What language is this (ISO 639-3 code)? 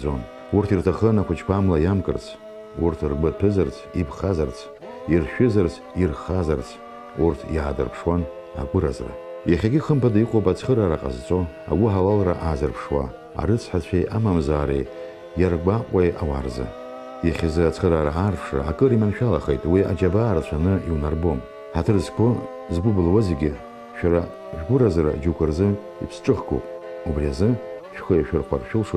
abk